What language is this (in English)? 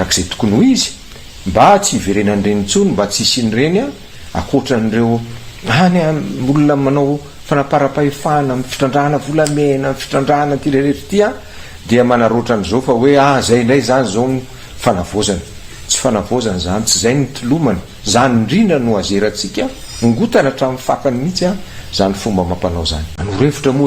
Malagasy